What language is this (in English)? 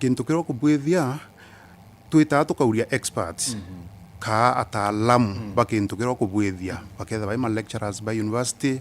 Meru